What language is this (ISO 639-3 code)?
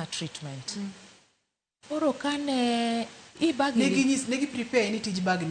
luo